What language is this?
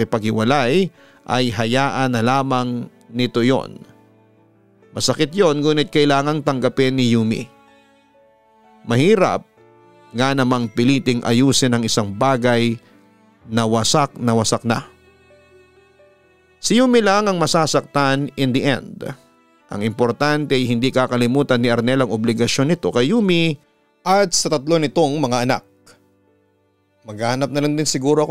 Filipino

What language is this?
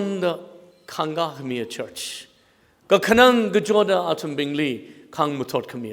Tangkhul Naga (India)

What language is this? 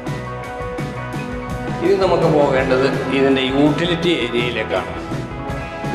Malayalam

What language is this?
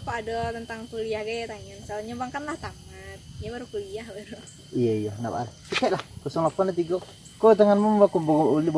Minangkabau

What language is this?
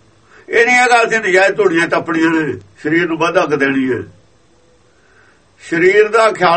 Punjabi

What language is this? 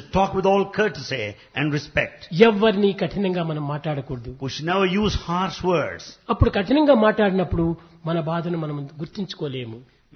Telugu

